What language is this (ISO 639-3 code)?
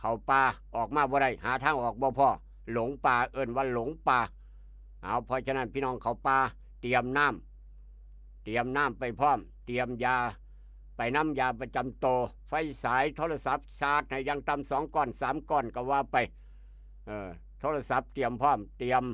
tts